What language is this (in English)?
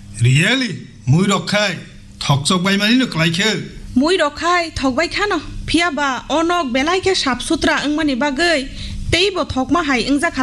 Kok Borok